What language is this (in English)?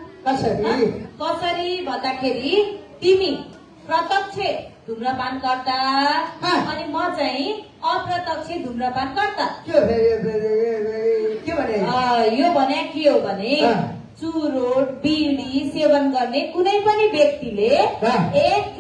Nepali